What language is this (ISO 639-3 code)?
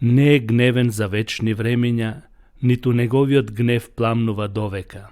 mkd